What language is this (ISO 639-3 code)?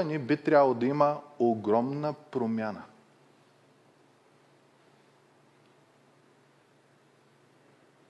bul